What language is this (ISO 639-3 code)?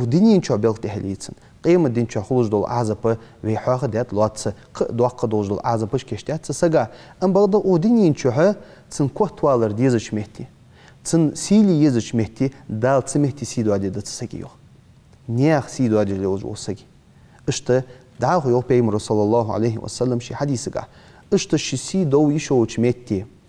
inh